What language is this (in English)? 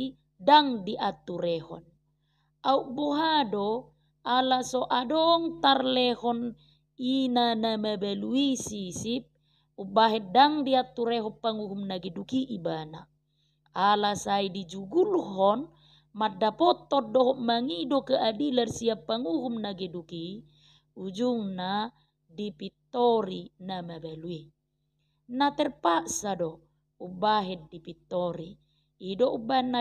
Batak Toba